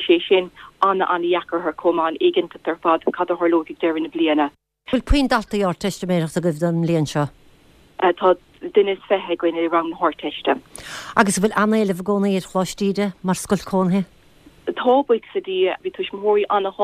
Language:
Irish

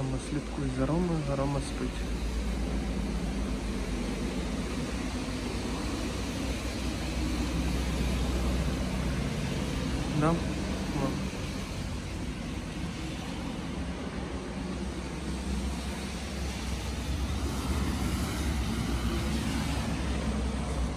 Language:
Ukrainian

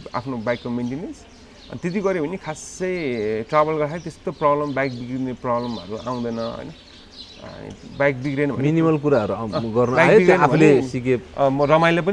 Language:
Nepali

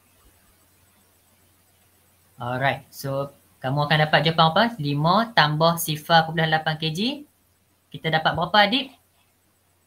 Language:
Malay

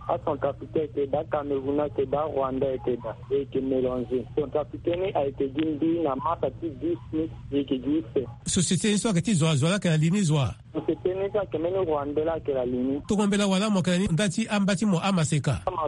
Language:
Sango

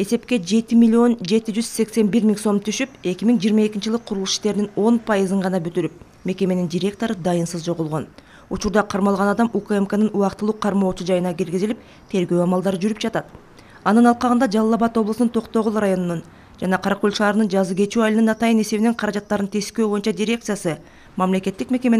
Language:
Kyrgyz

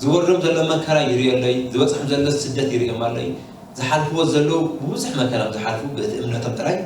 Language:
Tigrinya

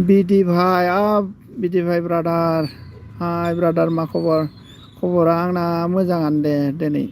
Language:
Bodo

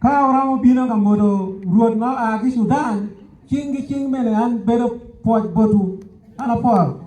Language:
Acoli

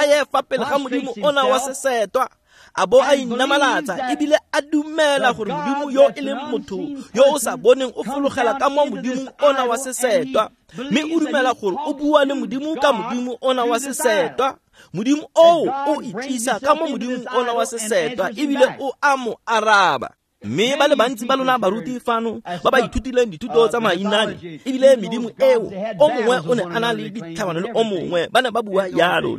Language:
Tswana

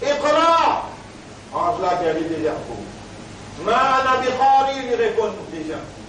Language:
Morisyen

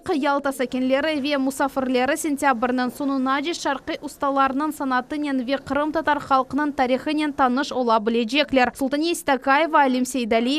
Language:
Crimean Tatar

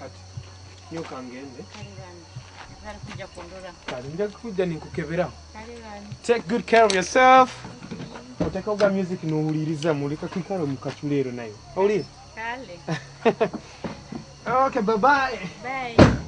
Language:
Nyoro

